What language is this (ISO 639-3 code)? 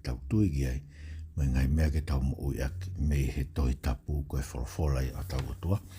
ton